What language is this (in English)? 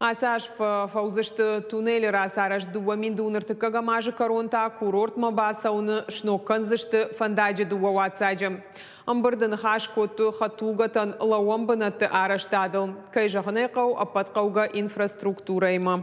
Ossetic